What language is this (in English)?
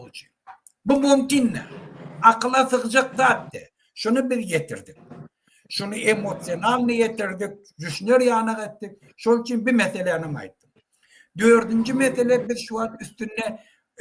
Turkmen